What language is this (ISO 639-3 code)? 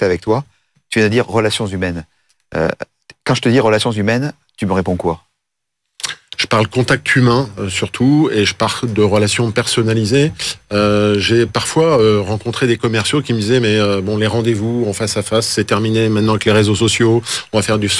fra